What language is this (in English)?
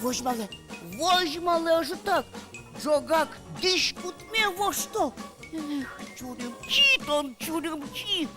Udmurt